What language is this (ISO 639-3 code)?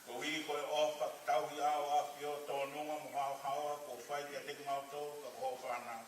ton